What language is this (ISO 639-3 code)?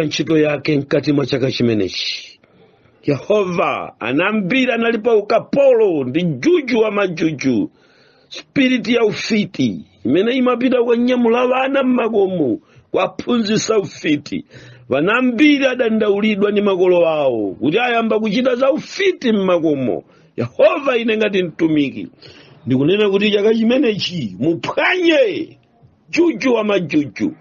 nya